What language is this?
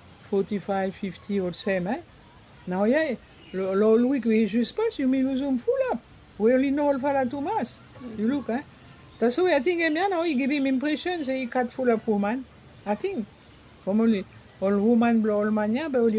Bislama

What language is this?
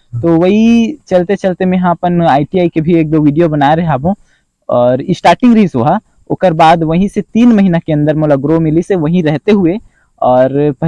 Chhattisgarhi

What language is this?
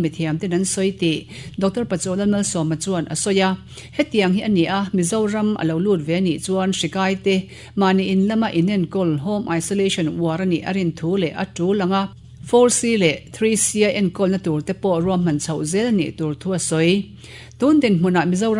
Mizo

